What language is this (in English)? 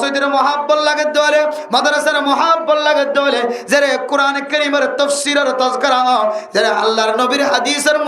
Rohingya